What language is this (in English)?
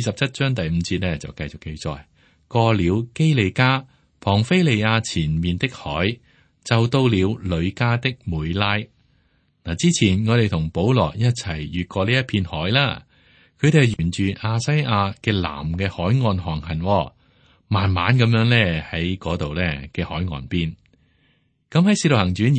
Cantonese